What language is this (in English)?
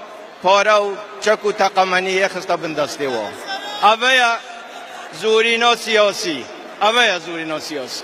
Kurdish